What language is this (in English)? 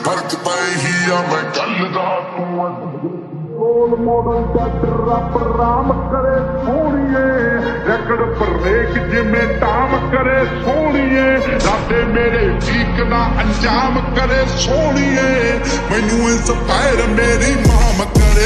Punjabi